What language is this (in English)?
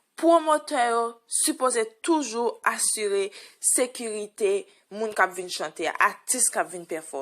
Haitian Creole